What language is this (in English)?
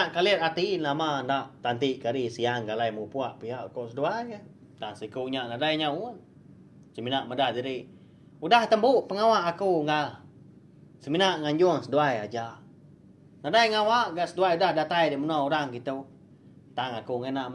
Iban